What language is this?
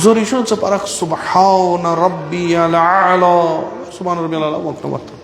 Kashmiri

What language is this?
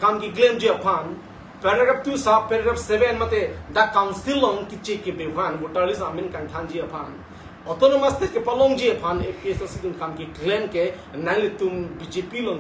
Karbi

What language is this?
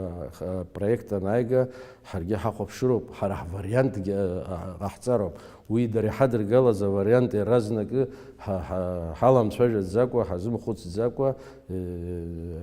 Abkhazian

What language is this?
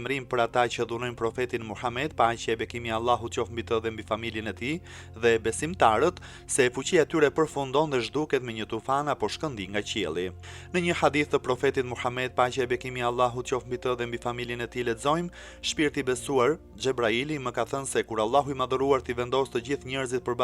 Albanian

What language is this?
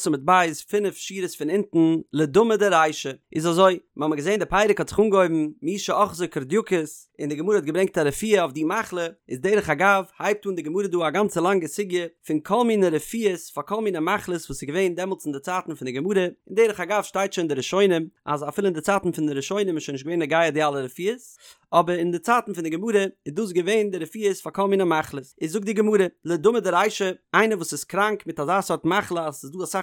Yiddish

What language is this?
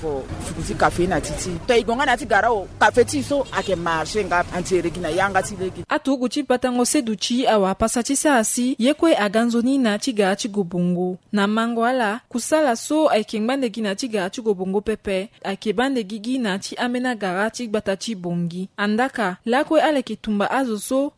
Sango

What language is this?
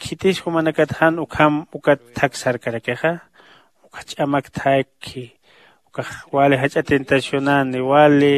Aymara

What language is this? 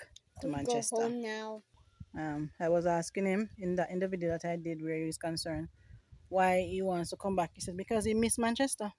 Jamaican Creole English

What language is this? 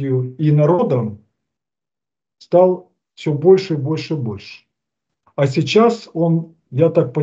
Russian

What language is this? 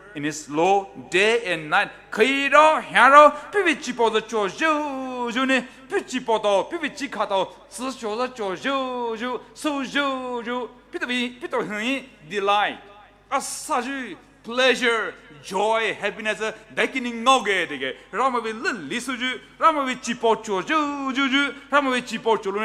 Poumei Naga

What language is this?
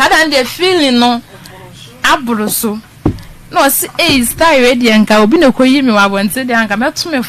Akan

